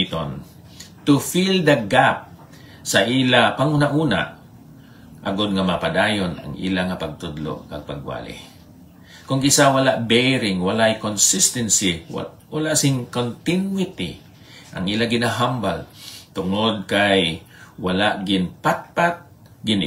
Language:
Hiligaynon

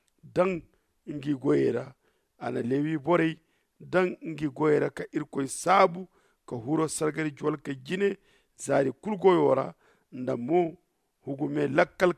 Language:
Zarma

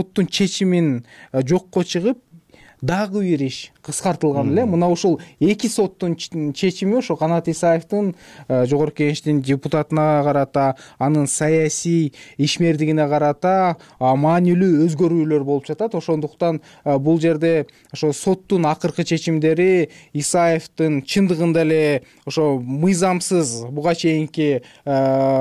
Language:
Kyrgyz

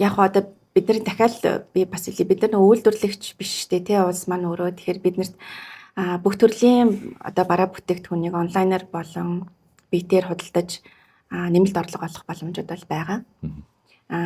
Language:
Mongolian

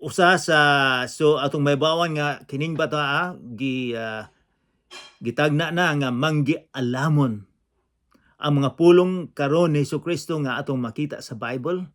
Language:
Cebuano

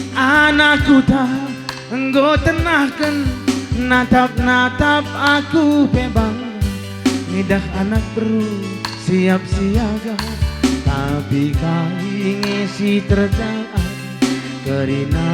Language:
Batak Karo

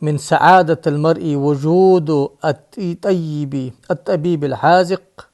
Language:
Ingush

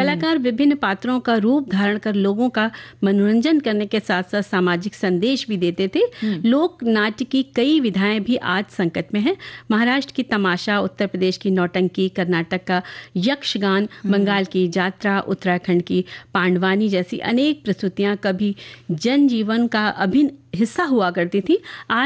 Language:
Hindi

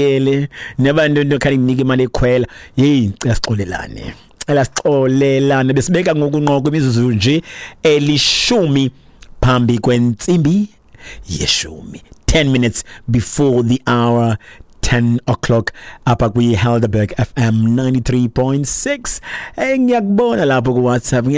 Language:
Xhosa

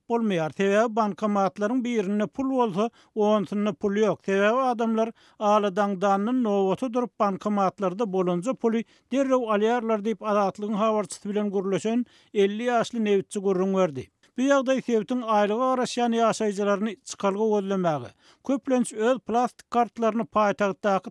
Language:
Turkmen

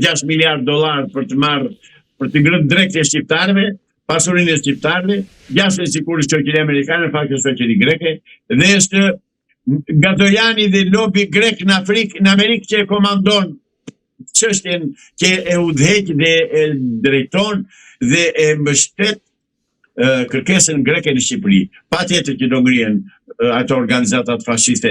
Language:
Albanian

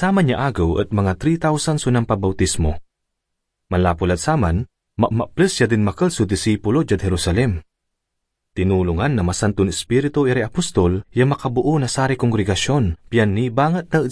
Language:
Pangasinan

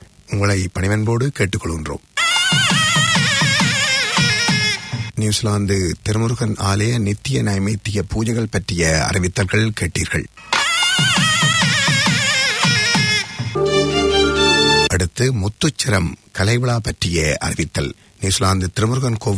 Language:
Tamil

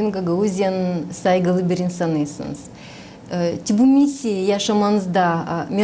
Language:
Gagauz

